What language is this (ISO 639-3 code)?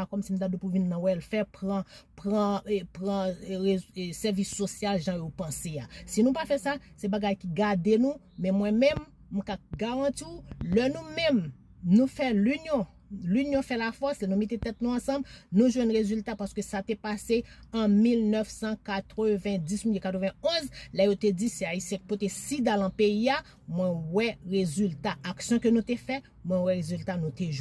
hat